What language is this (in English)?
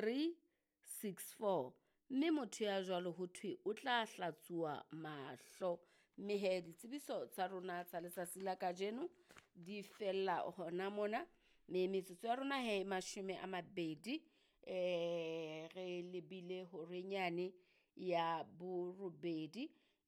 Southern Sotho